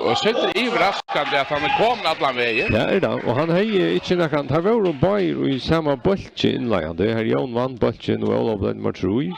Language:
Faroese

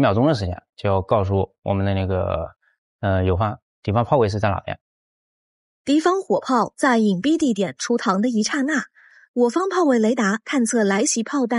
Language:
Chinese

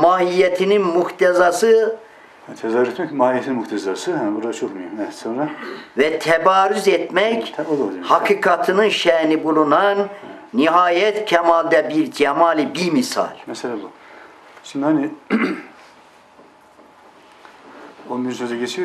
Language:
Turkish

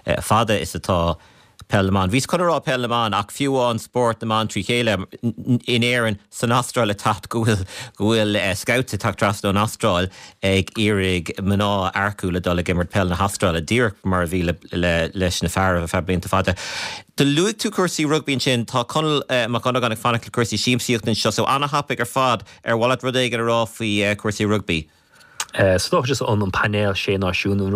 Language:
Irish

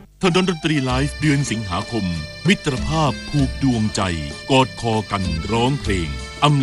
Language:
Thai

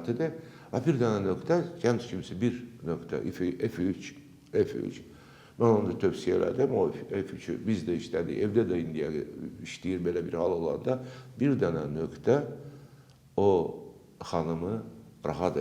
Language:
Azerbaijani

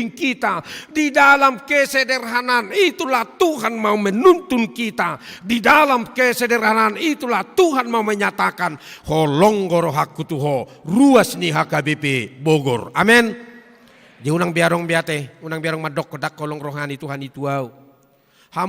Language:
Batak Toba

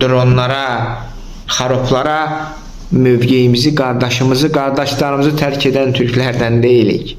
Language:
Azerbaijani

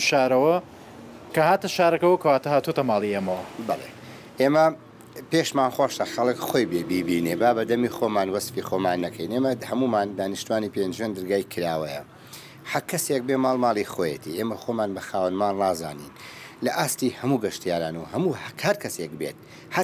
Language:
Central Kurdish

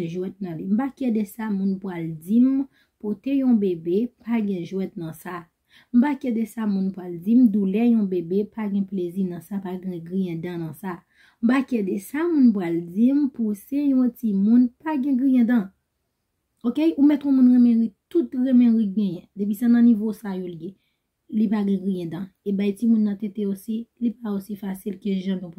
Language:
Haitian Creole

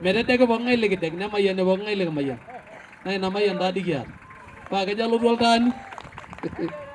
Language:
Masai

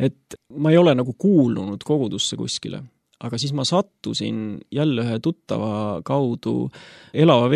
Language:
Estonian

